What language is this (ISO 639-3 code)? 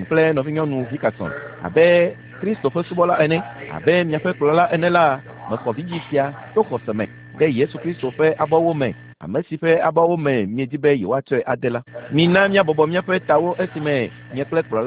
ewe